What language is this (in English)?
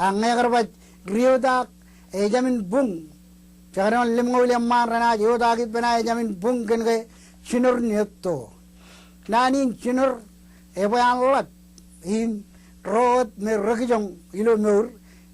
Marshallese